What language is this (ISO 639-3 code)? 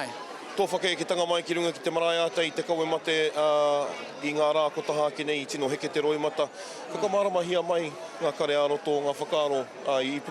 mri